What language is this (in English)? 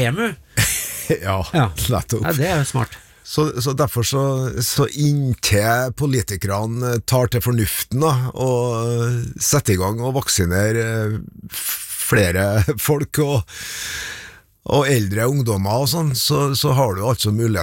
Norwegian